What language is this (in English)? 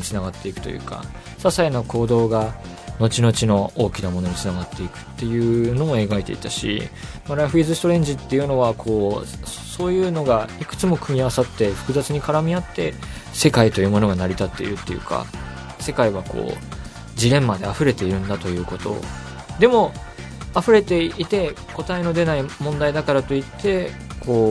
Japanese